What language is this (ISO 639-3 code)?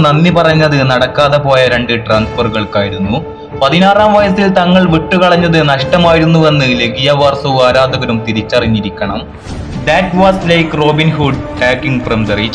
mal